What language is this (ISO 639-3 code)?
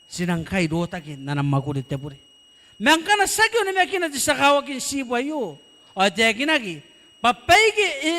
gil